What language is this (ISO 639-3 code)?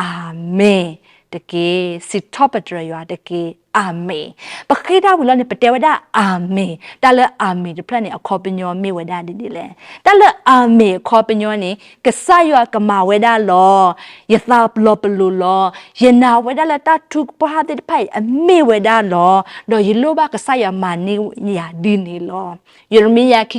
ksw